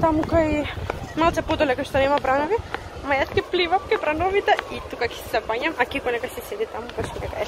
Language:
Macedonian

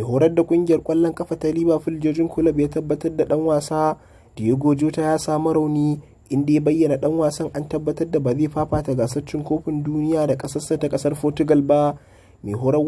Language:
Hausa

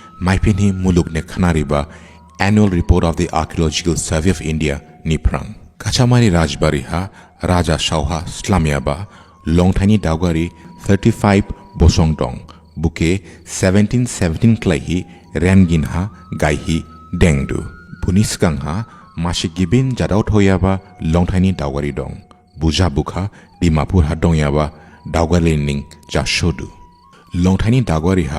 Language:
Dimasa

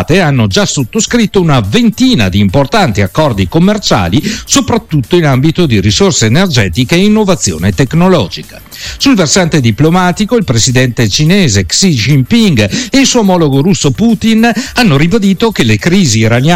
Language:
Italian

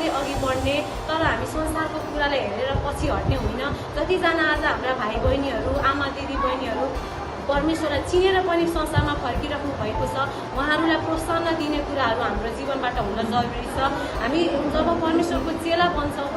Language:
Nepali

